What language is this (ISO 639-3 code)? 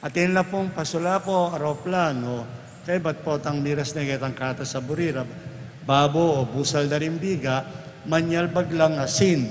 pam